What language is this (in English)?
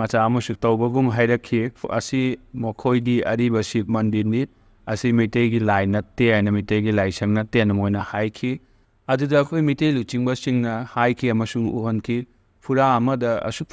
Manipuri